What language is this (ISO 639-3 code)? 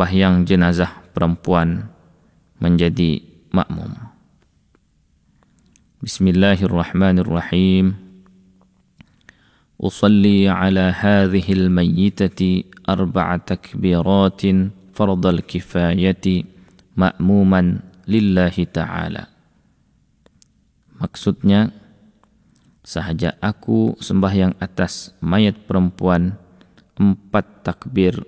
msa